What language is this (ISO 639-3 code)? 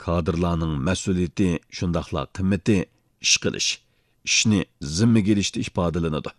uig